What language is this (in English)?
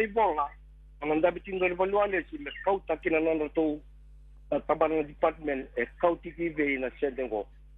Fijian